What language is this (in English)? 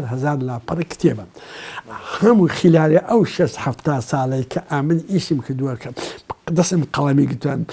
Central Kurdish